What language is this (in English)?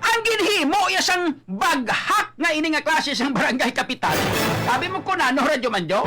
Hiligaynon